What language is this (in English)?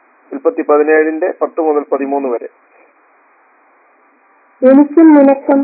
Malayalam